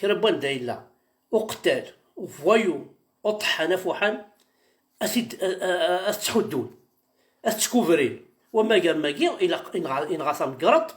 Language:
Kabyle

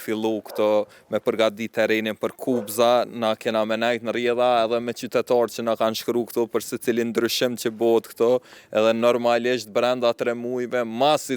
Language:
Albanian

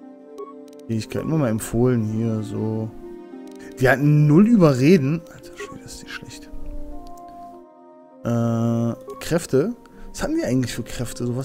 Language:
German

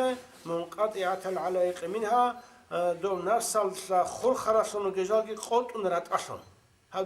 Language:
Avaric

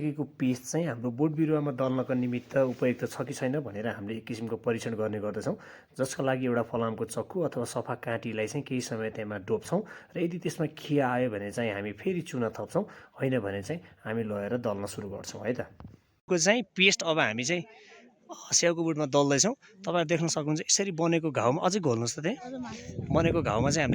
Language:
Nepali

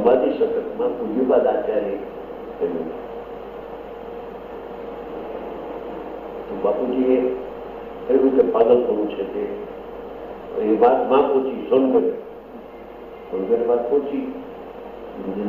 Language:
Gujarati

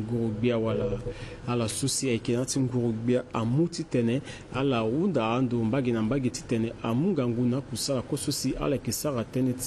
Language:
Sango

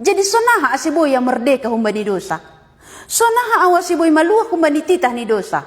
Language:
Batak Simalungun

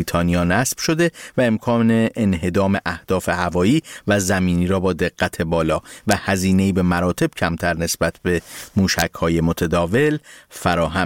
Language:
Persian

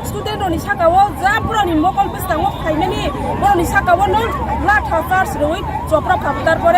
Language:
Kok Borok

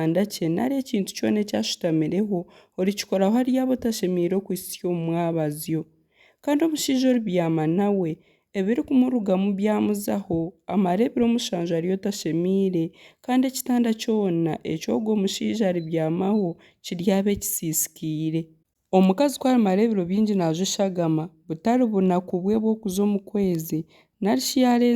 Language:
Nyankole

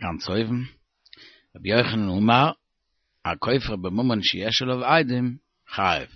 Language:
Yiddish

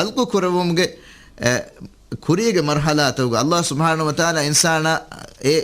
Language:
Divehi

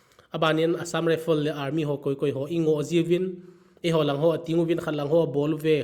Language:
Thado Chin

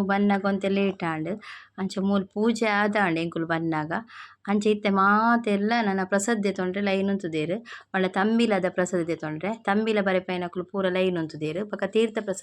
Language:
Tulu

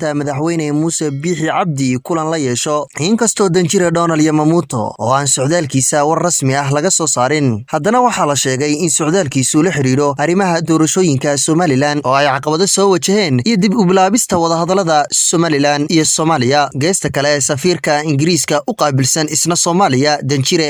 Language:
Somali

